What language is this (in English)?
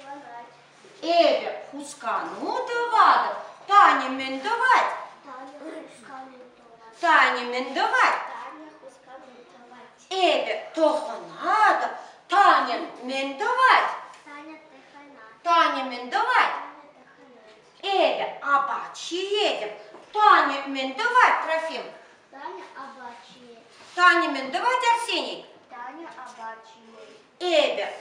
Chuvash